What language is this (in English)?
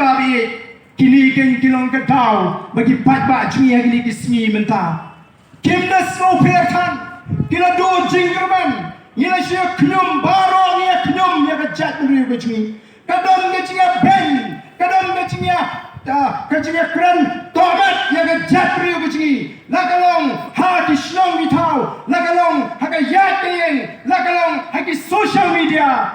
Khasi